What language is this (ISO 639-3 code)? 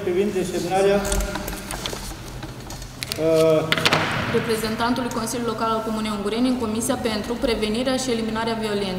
ron